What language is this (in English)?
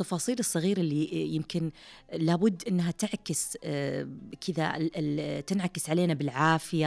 Najdi Arabic